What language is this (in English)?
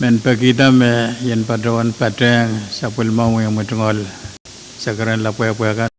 Pohnpeian